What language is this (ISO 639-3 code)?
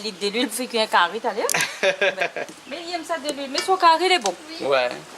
rcf